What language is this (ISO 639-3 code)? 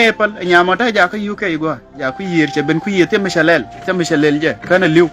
nus